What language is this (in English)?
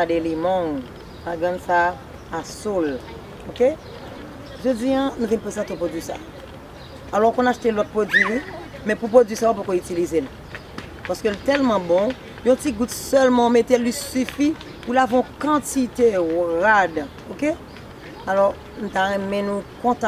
Haitian Creole